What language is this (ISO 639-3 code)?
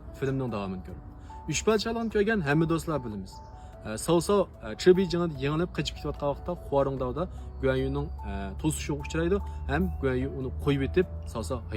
uig